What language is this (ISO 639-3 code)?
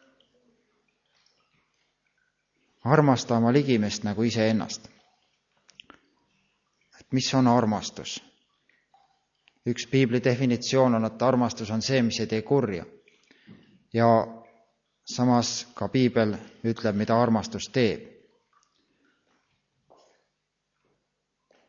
est